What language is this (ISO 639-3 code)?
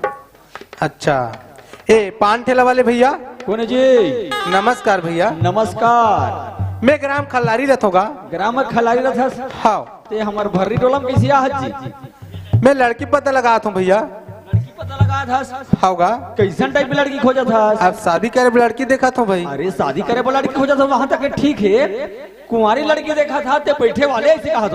hne